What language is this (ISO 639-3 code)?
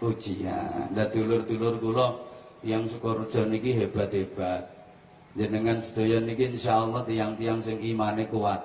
jav